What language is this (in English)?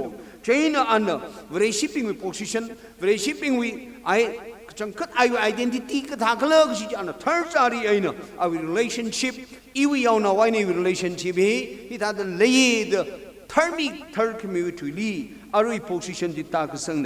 Tangkhul Naga (India)